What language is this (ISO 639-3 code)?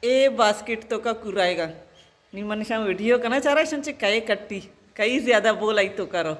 bal